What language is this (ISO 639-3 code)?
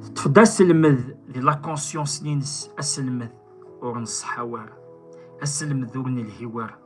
kab